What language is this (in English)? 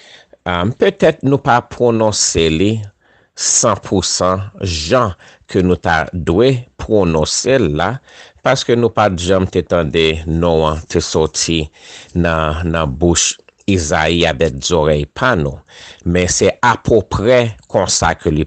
Haitian Creole